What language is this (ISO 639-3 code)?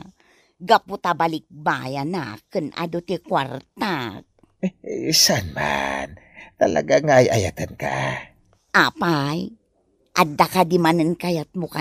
ilo